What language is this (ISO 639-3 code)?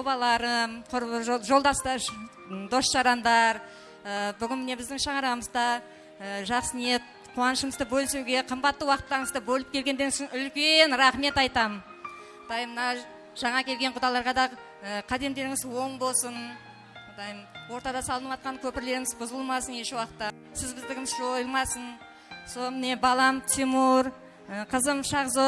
kaa